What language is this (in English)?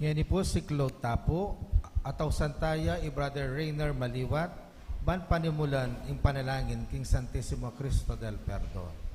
Pampanga